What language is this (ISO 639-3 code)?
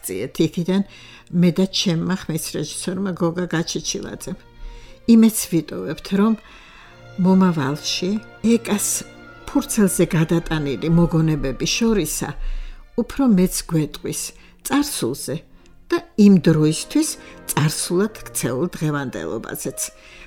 kat